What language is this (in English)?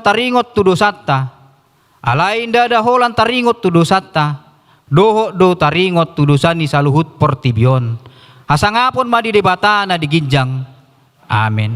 Batak Toba